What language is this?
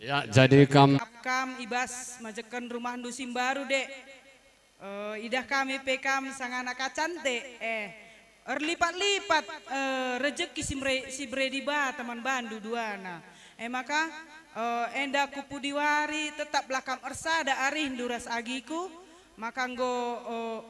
Batak Karo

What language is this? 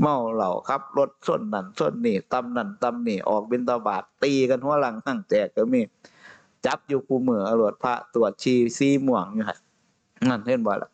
Northeastern Thai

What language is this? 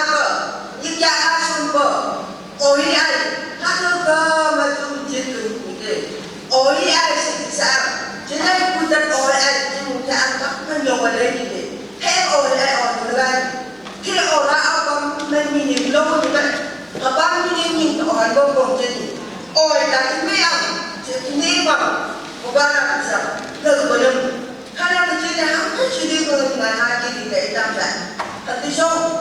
Phom Naga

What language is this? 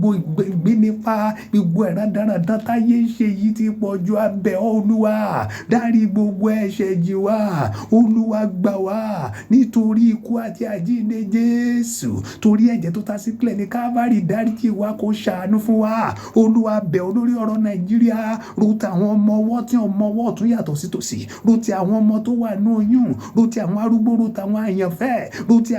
Yoruba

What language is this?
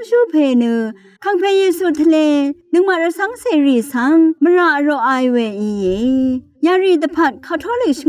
Rawang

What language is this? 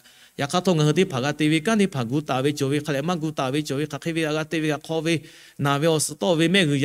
Lahu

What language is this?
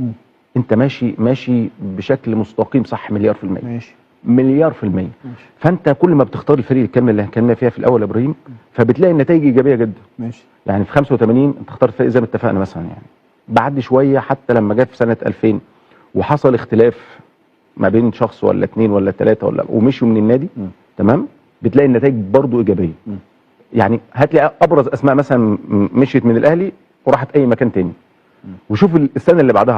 Egyptian Arabic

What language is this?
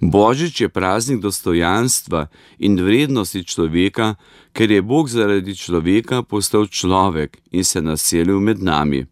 Slovenian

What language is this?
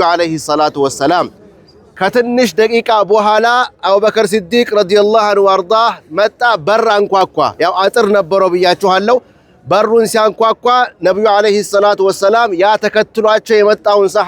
Amharic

